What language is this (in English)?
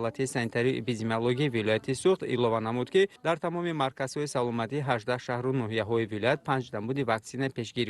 Tajik